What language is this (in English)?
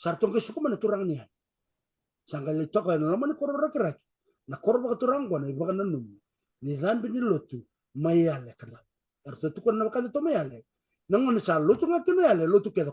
Fijian